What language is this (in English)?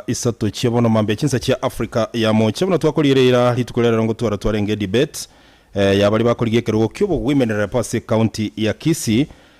Gusii